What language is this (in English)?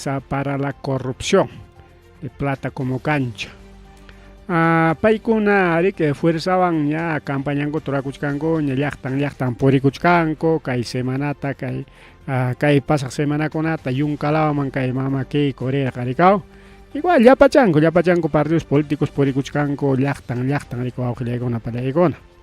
Ayacucho Quechua